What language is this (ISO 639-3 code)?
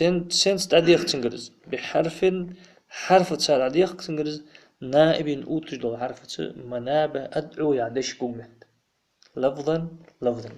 inh